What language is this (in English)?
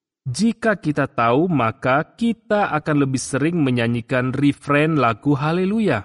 Indonesian